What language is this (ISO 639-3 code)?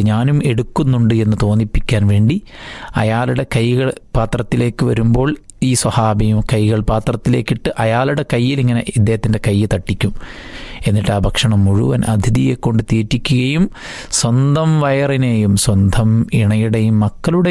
mal